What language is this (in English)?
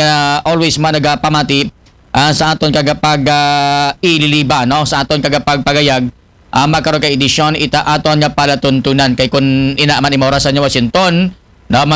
Aklanon